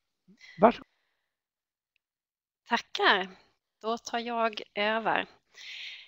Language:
Swedish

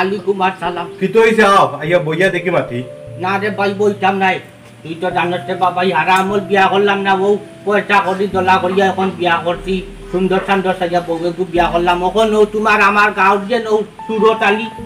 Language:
Sylheti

